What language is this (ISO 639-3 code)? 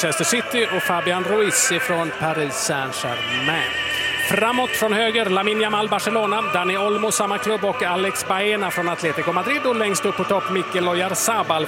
swe